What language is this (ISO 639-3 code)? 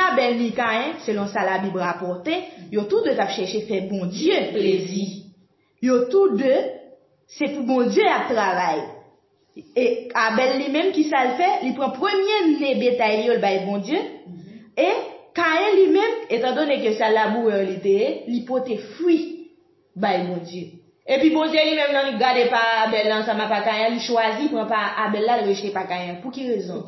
hat